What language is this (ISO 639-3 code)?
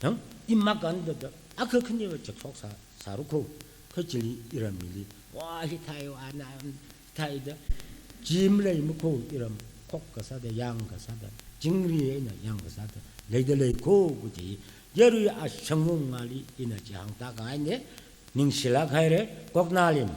nmf